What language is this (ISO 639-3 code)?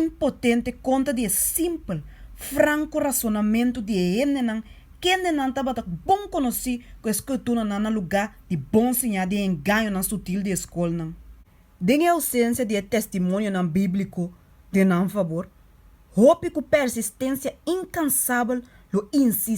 pap